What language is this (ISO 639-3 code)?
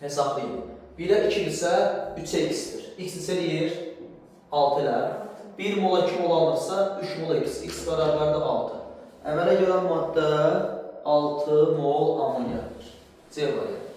aze